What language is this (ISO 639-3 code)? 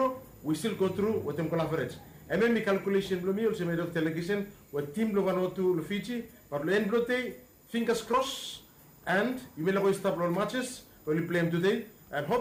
bis